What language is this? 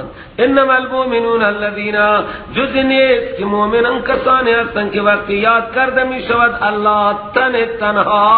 Persian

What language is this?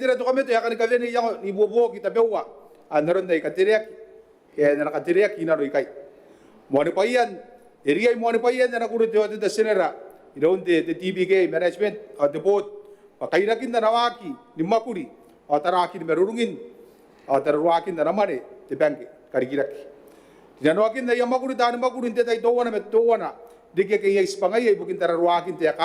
Gilbertese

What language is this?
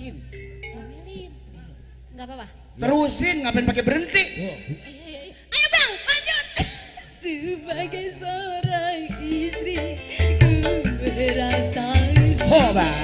Betawi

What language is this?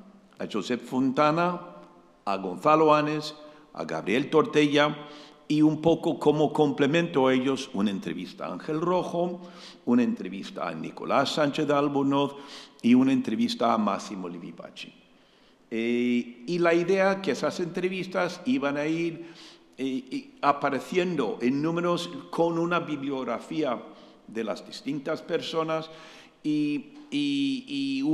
Spanish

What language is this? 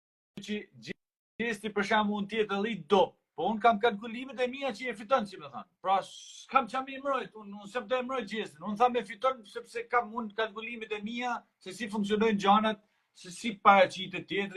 Albanian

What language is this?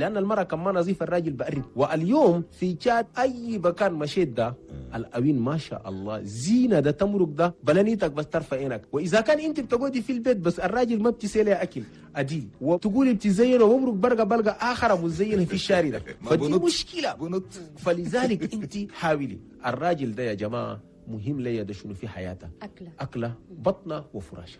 Chadian Arabic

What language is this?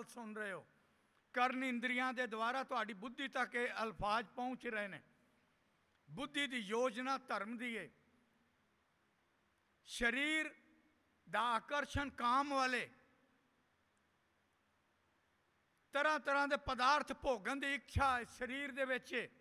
Punjabi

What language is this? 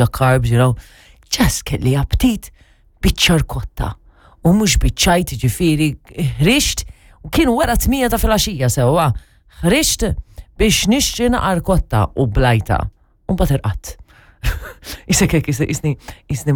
Maltese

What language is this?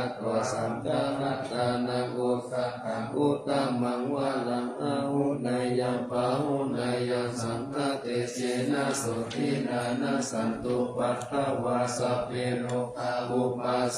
Pali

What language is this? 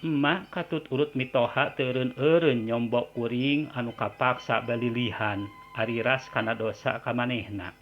Sundanese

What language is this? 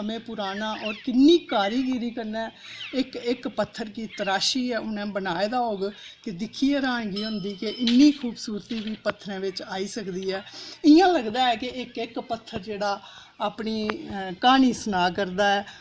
Dogri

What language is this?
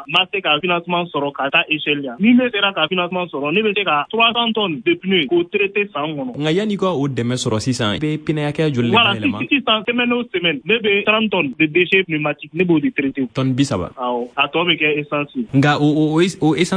Bambara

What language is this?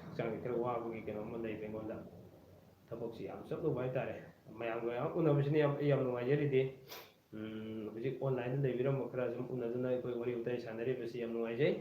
Manipuri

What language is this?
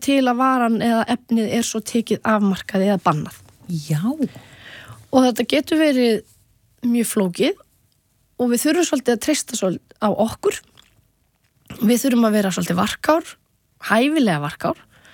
Icelandic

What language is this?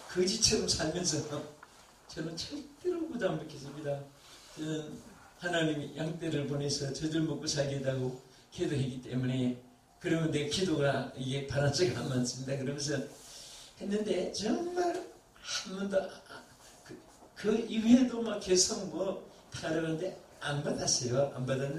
Korean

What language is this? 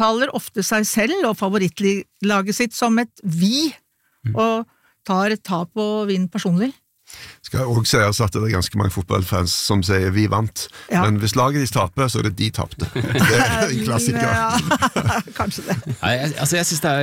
Norwegian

